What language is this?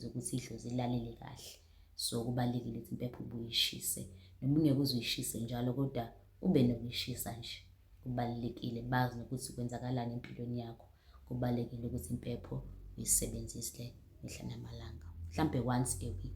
Zulu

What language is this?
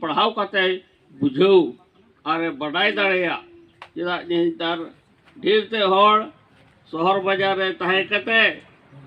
Santali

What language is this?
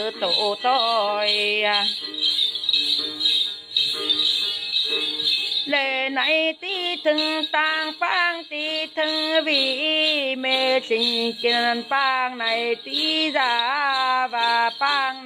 Vietnamese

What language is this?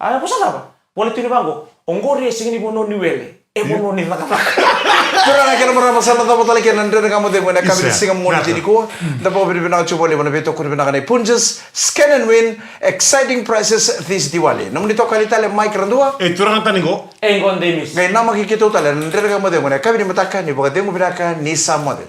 Fijian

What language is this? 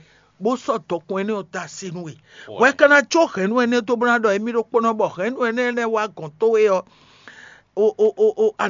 Fon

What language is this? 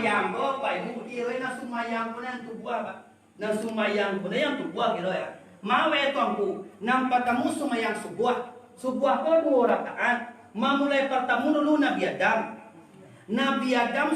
Minangkabau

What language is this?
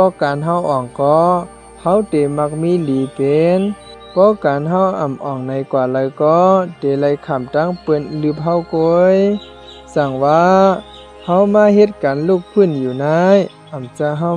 Shan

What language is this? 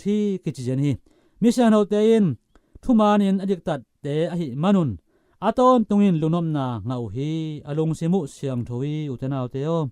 Tedim Chin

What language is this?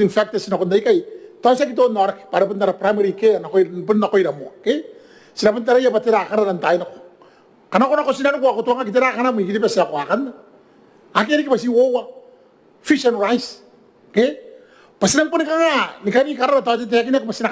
Gilbertese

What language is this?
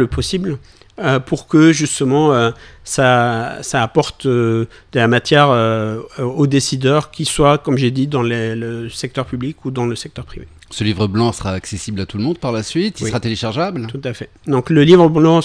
French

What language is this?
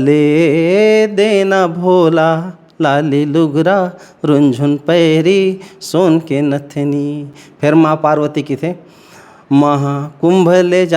Chhattisgarhi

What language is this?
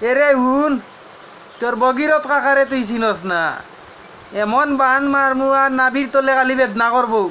Sylheti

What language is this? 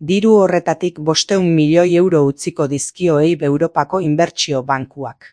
Basque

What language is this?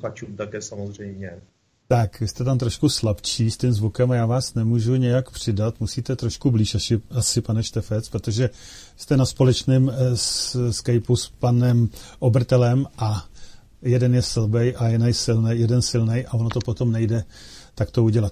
Czech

